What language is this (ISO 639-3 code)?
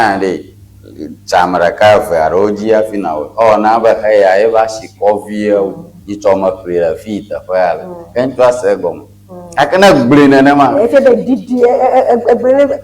ewe